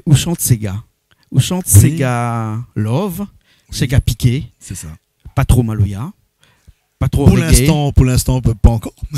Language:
Réunion Creole French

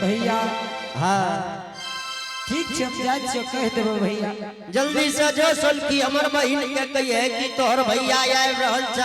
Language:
Angika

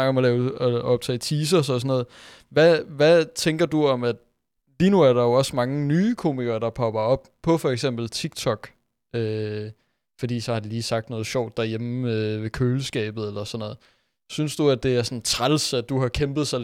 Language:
Danish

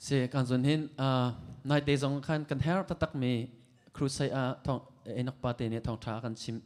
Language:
Hakha Chin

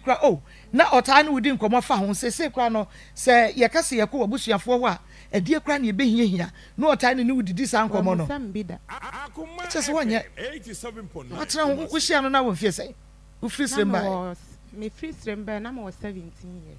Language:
Akan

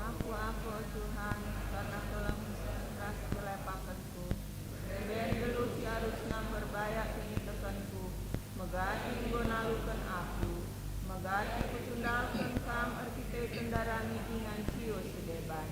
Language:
Batak Karo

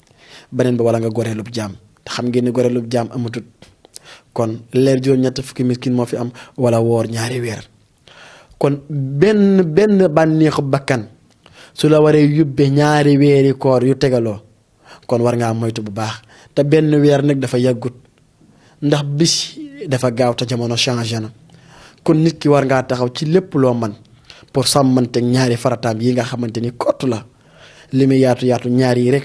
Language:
Wolof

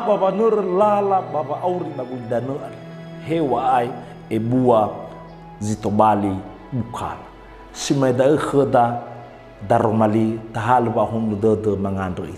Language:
Nias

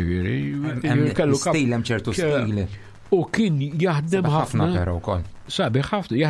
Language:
Maltese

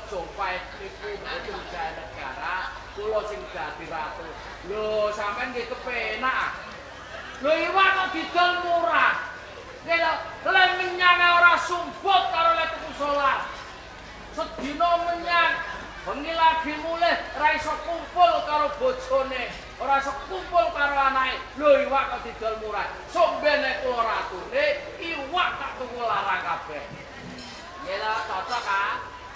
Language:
Javanese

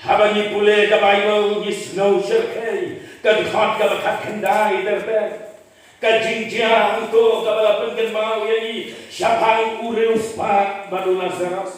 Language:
Khasi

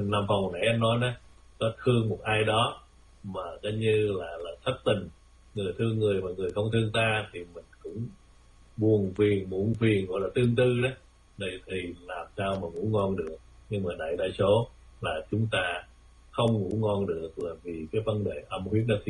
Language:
Vietnamese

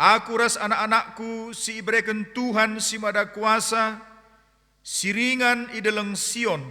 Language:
Batak Karo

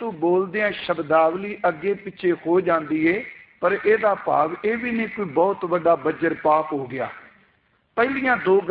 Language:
Punjabi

